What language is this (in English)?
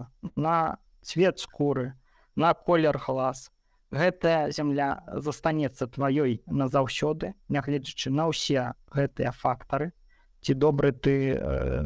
Belarusian